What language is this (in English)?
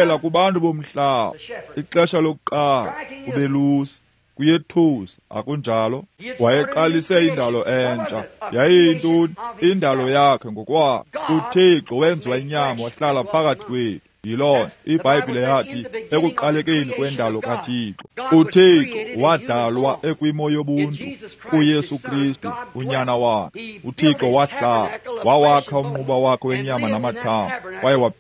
Xhosa